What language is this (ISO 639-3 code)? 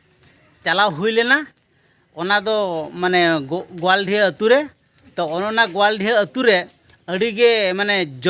sat